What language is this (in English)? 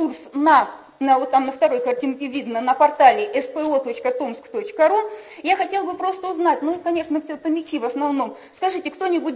Russian